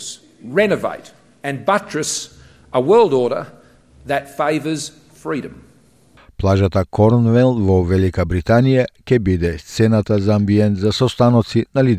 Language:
Macedonian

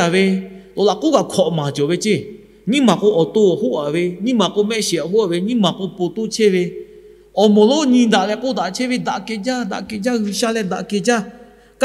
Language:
Lahu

